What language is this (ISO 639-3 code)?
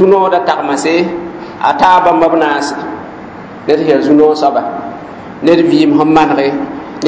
mos